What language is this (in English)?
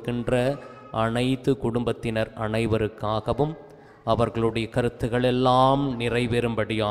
Tamil